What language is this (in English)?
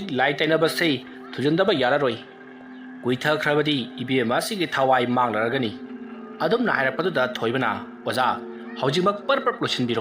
Manipuri